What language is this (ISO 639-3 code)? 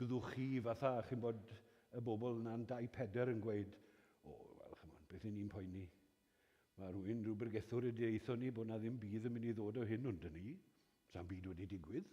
cym